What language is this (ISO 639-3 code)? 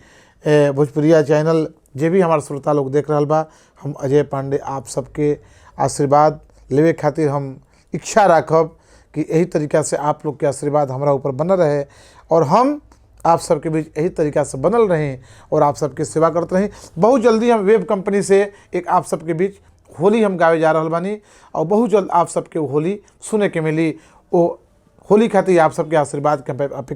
bho